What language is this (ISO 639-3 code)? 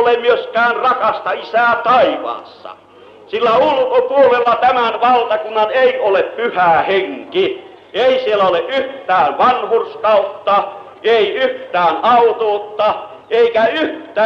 fin